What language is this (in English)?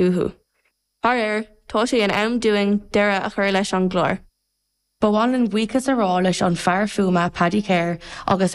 Irish